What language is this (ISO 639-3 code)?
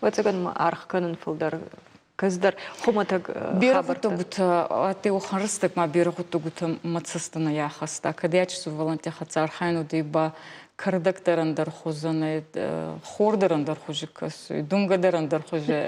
oss